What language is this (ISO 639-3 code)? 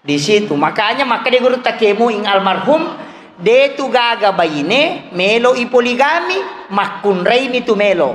bug